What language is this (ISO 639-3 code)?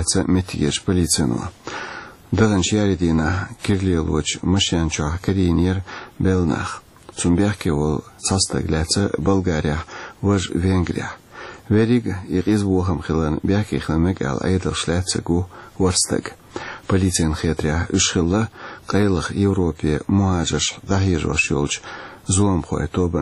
che